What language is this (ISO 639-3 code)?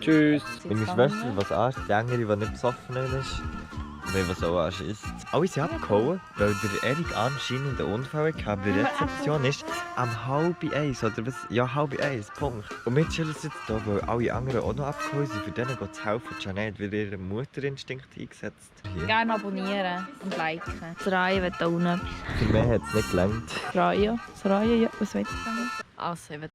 gsw